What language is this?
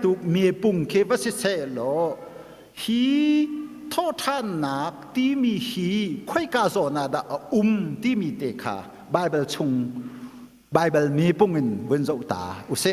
Hakha Chin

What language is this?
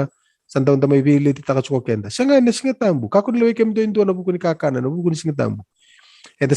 Fijian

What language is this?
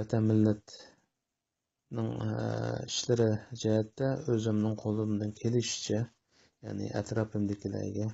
Uyghur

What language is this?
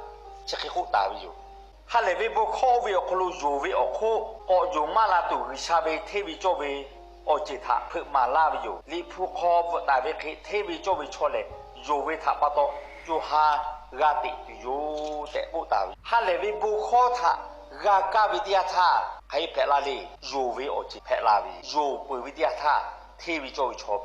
Lahu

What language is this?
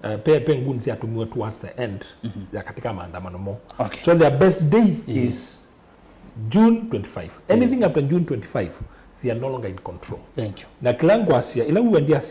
Kamba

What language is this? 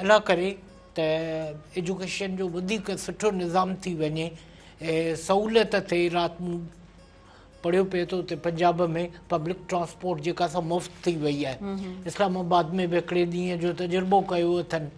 Sindhi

